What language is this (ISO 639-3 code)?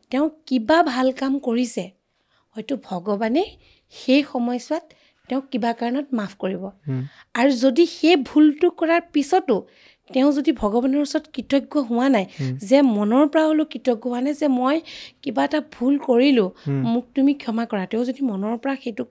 asm